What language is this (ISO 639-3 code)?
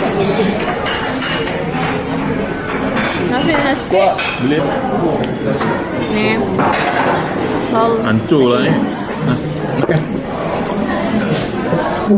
msa